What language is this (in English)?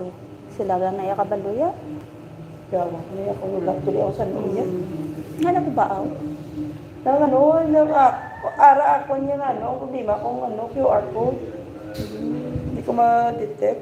Hiligaynon